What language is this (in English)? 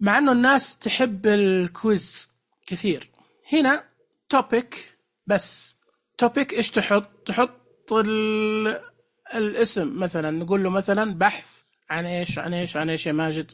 Najdi Arabic